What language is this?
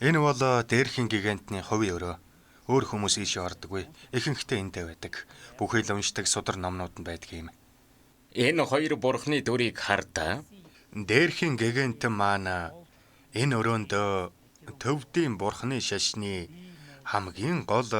Mongolian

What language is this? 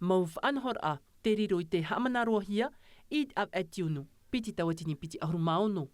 Tahitian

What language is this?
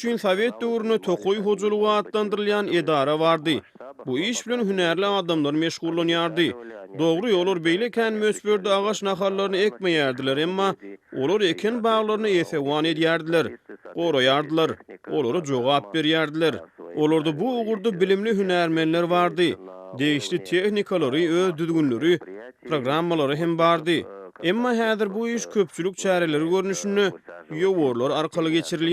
Turkmen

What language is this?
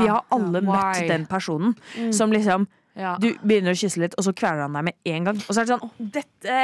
Norwegian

